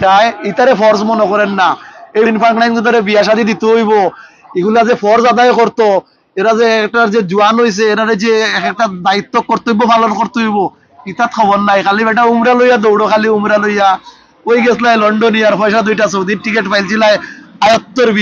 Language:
Sylheti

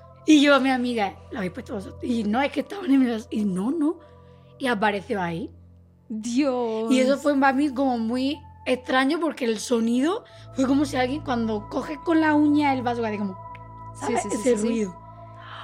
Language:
Spanish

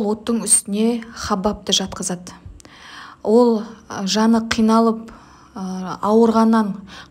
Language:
Kazakh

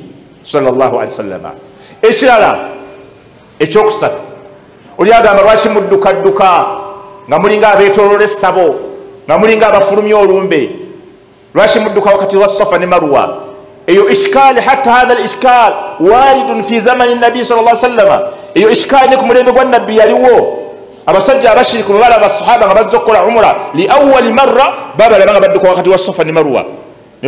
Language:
Ganda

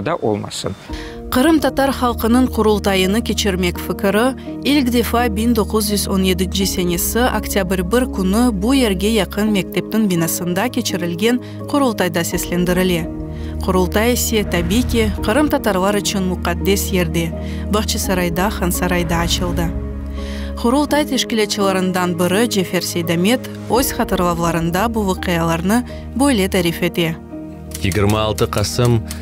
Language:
Crimean Tatar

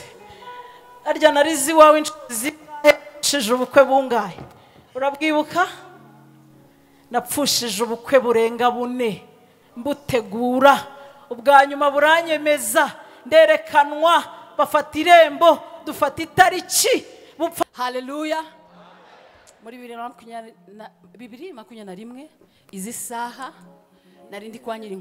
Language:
Kinyarwanda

